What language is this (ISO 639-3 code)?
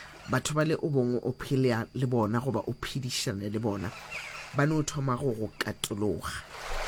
nso